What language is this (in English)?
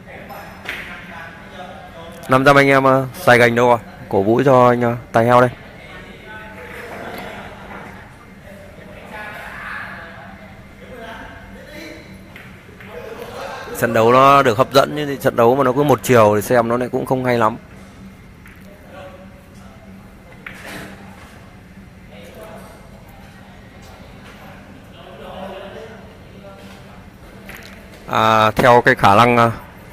Vietnamese